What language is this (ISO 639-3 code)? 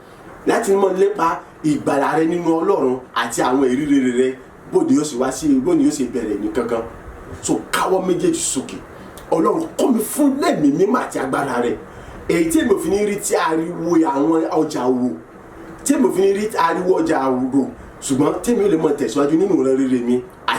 yor